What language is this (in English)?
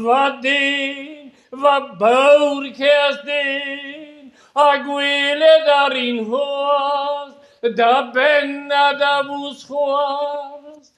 Breton